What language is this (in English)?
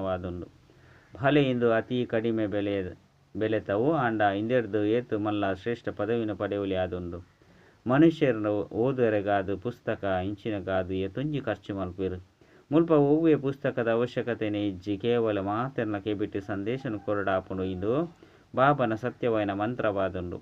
Tulu